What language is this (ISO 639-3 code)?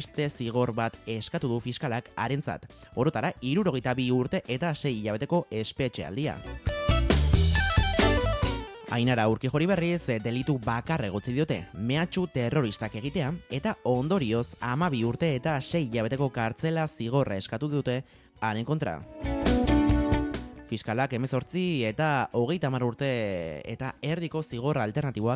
eus